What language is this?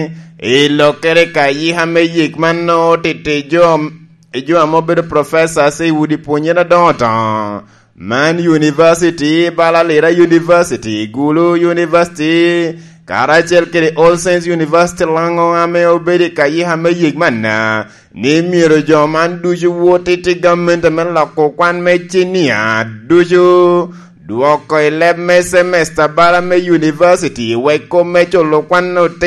Lango (Uganda)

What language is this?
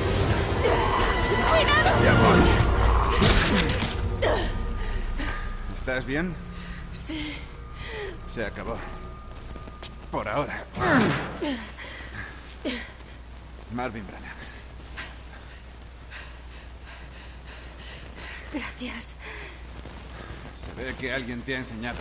Spanish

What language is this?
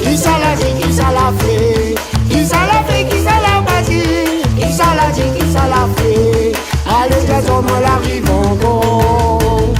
Réunion Creole French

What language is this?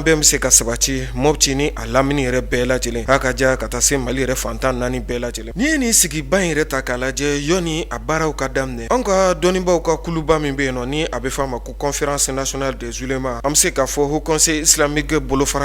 Bambara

